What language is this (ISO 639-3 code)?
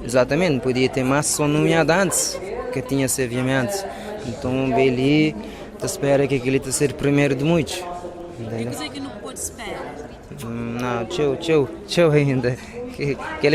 kea